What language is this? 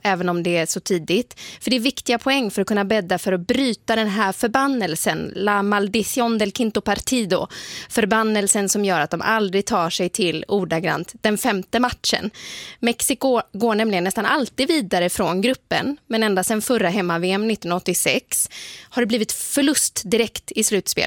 Swedish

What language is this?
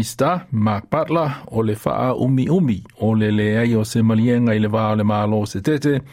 Samoan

